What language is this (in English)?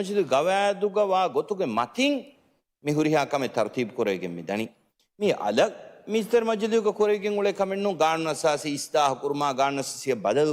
Divehi